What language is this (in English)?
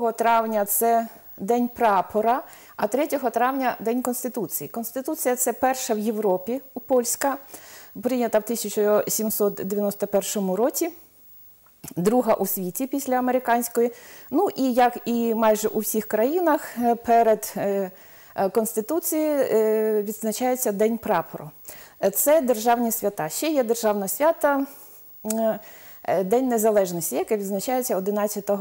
Ukrainian